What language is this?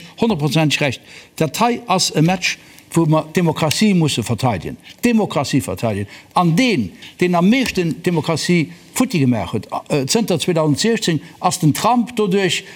Luxembourgish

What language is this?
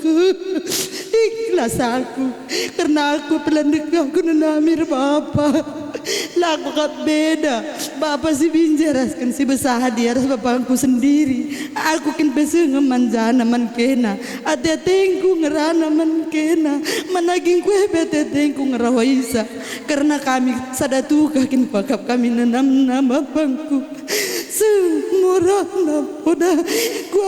Batak Karo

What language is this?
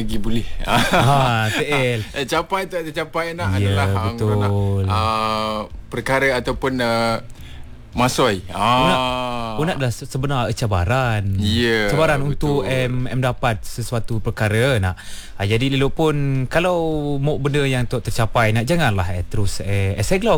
Malay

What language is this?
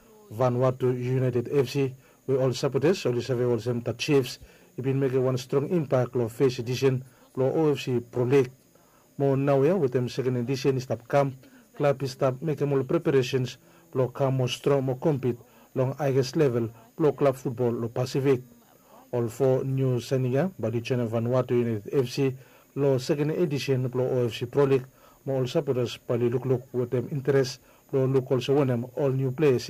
Bislama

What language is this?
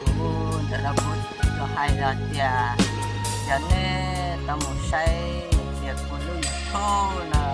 Hmong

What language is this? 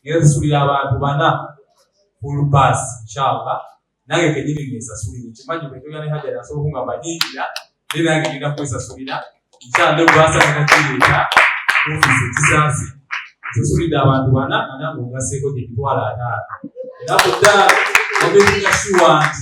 Ganda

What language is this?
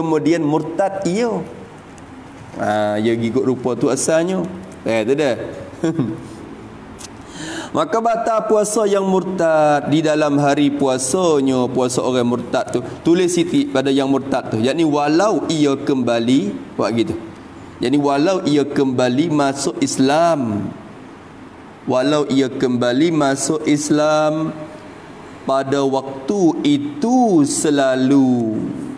Malay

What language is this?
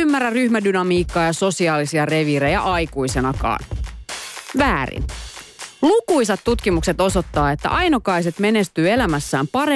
Finnish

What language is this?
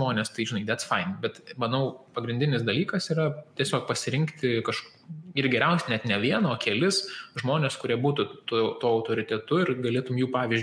Lithuanian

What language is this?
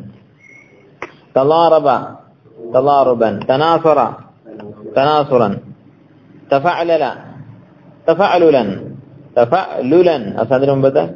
Malayalam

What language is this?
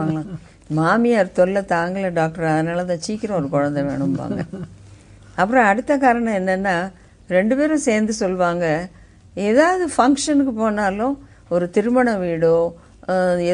Tamil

